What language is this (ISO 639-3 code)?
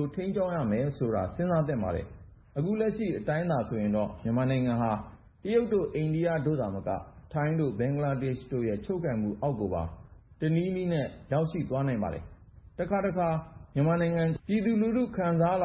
mya